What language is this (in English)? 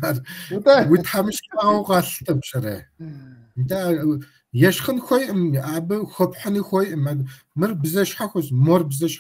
Kabardian